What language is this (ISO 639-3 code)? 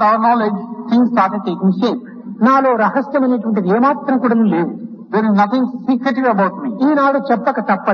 tel